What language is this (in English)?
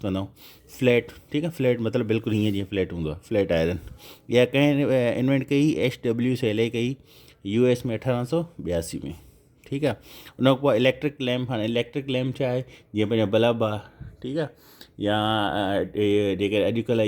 Sindhi